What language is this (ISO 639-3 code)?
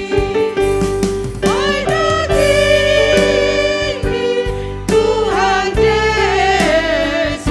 bts